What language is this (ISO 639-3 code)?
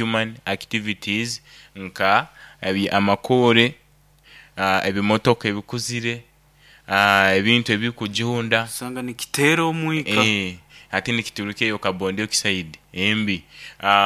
nyo